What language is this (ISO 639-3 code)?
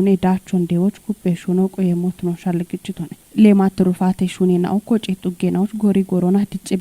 kbr